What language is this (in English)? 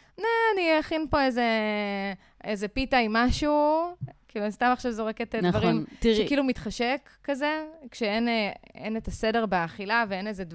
Hebrew